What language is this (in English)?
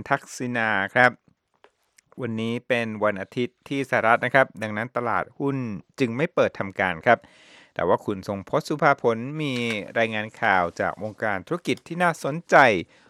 Thai